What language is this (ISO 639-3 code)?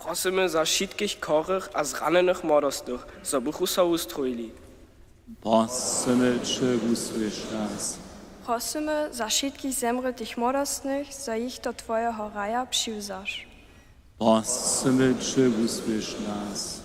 hsb